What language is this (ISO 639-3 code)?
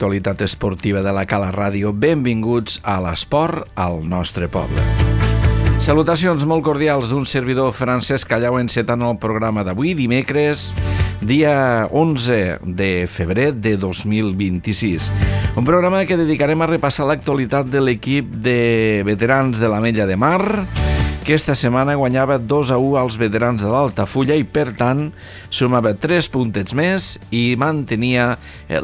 cat